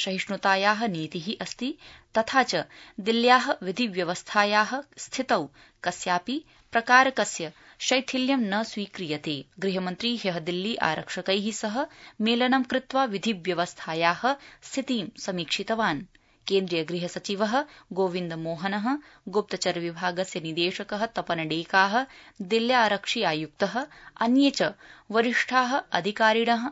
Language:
Sanskrit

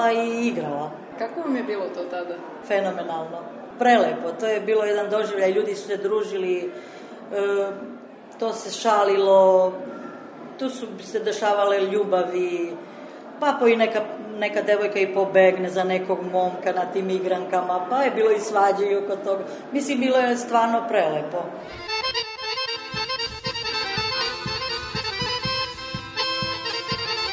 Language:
Serbian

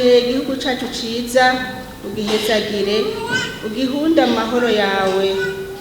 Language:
Rundi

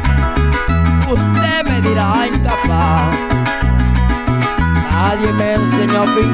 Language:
Spanish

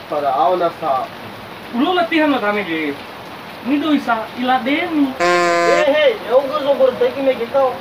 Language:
Nias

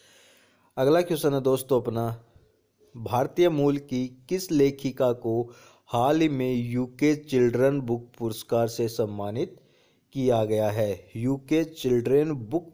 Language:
Hindi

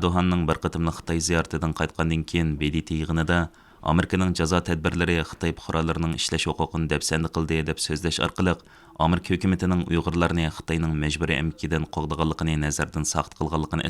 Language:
Uyghur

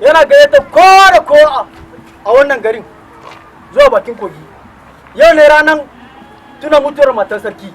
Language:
Hausa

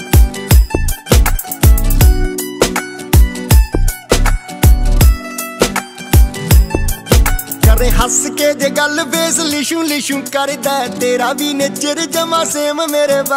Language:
Punjabi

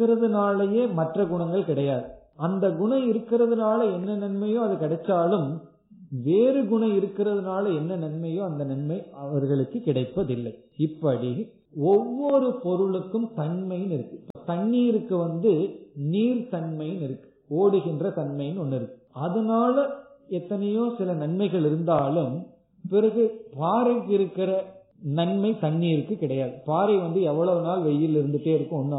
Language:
Tamil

